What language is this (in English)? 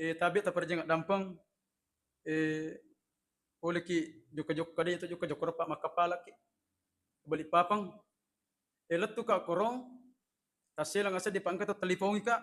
Buginese